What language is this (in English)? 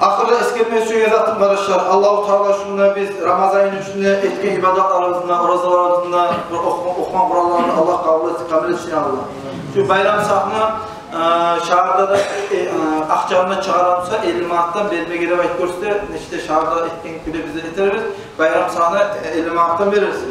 Kumyk